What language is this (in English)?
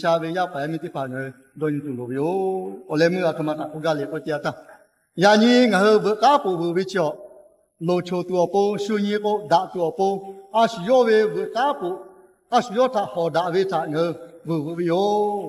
Lahu